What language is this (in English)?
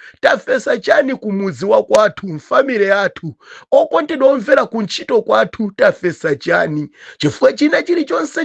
Nyanja